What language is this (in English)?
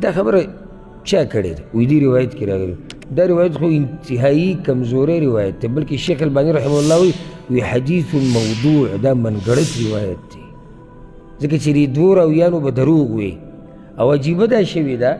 Pashto